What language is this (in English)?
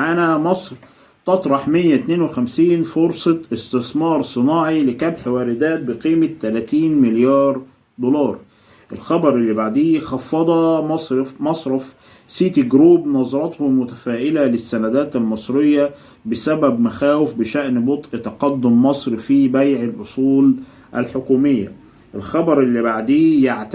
Egyptian Arabic